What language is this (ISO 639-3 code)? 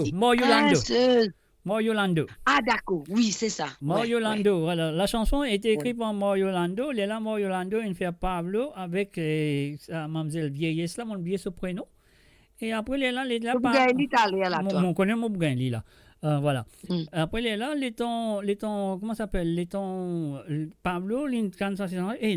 mfe